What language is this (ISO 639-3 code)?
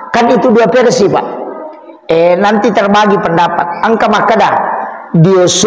bug